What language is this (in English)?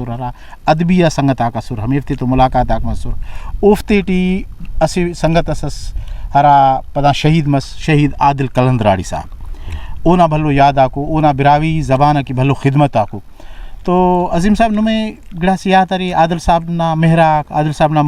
Brahui